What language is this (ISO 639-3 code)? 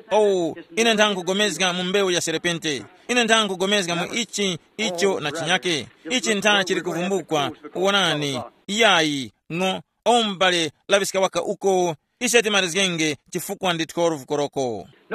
tum